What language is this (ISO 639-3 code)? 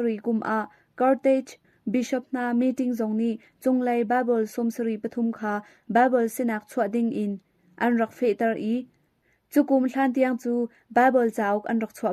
cnh